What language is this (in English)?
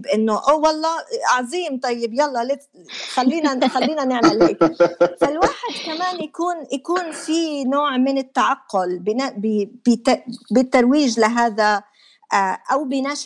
North Levantine Arabic